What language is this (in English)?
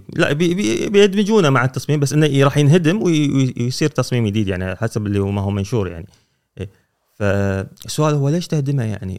Gulf Arabic